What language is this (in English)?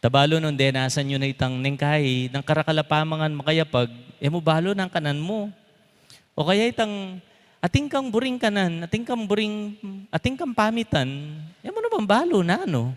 Pampanga